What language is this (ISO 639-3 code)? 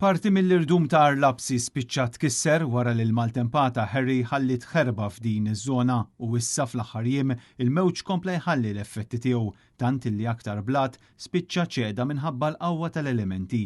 mlt